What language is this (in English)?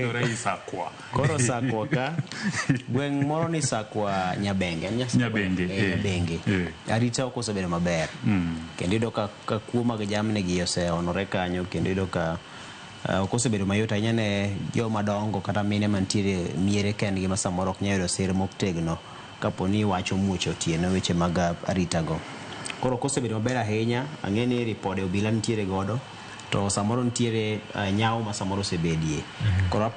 Luo (Kenya and Tanzania)